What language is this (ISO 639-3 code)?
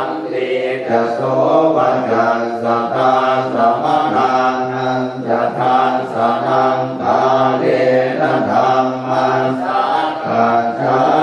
pli